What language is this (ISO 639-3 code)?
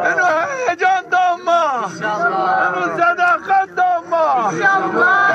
zza